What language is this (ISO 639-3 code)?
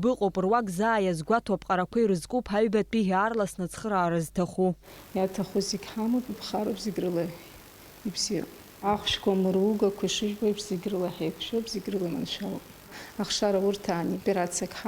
abk